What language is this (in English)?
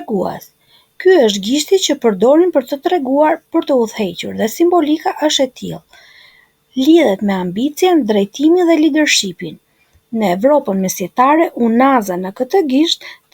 Albanian